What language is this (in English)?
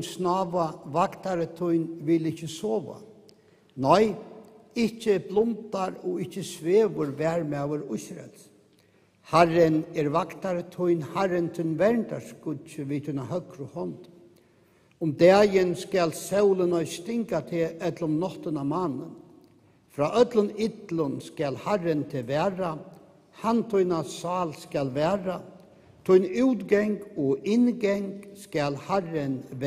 Faroese